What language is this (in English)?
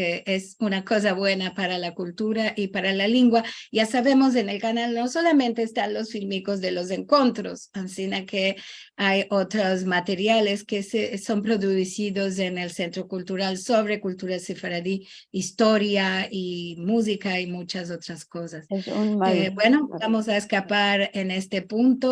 Ladino